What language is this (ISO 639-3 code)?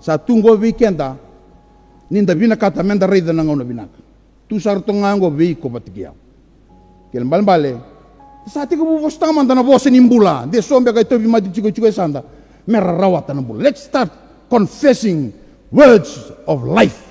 fij